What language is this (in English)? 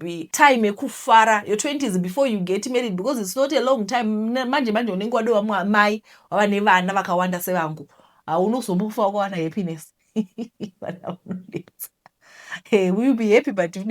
Shona